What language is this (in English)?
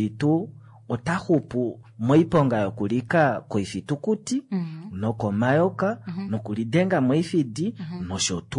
Kuanyama